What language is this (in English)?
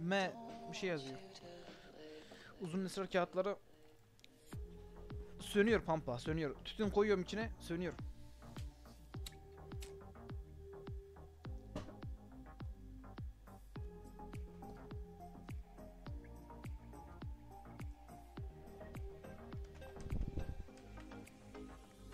Turkish